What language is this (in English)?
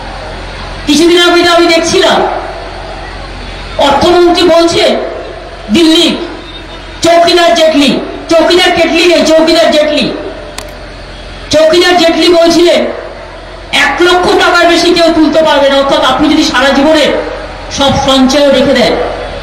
Bangla